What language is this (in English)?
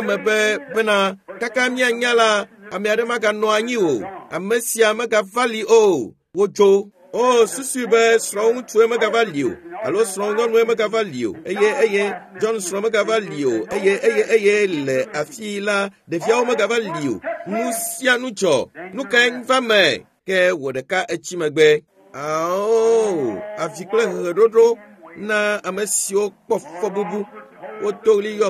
Ewe